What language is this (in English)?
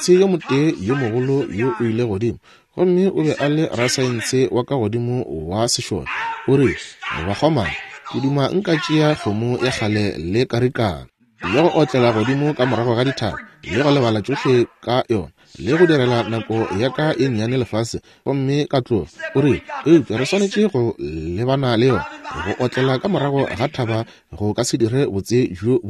Northern Sotho